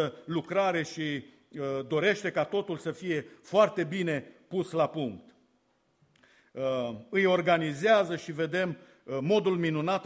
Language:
Romanian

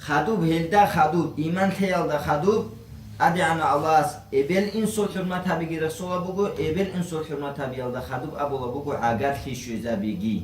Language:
Avaric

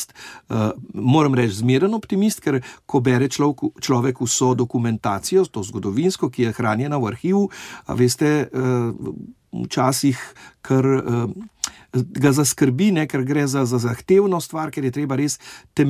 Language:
Slovenian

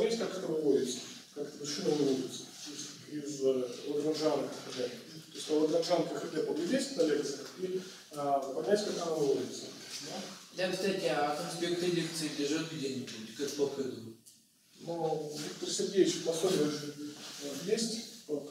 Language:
Russian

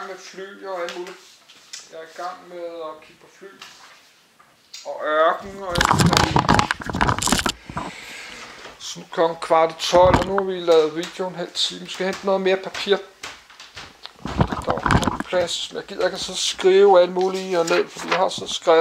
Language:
Danish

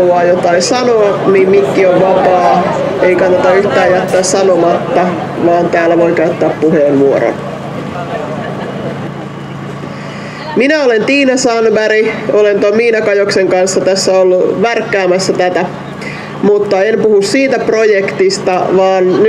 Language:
Finnish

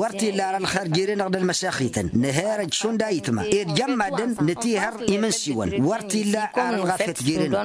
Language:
Tamasheq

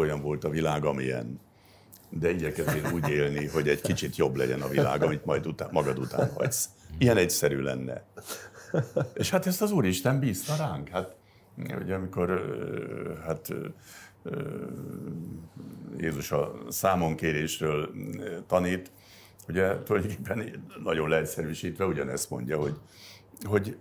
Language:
Hungarian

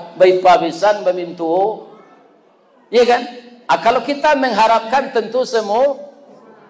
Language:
Minangkabau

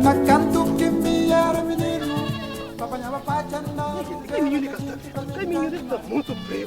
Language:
Kabuverdianu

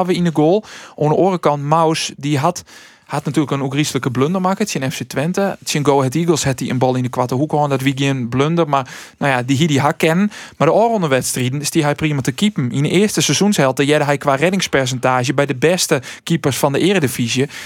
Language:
Western Frisian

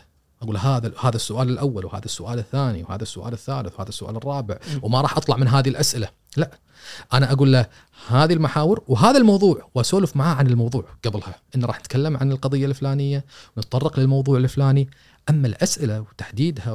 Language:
Gulf Arabic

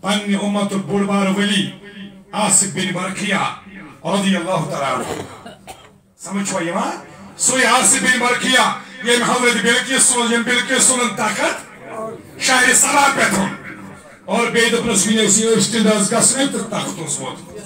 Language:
Kashmiri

